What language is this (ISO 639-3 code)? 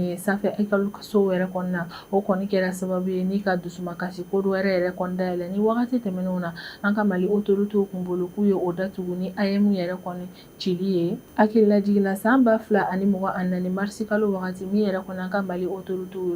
bam